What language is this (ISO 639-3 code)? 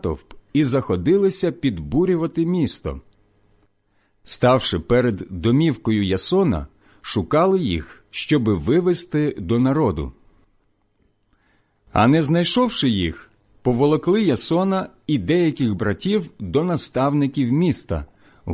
ukr